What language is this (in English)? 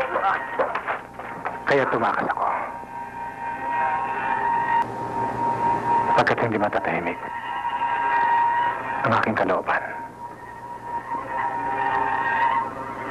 Filipino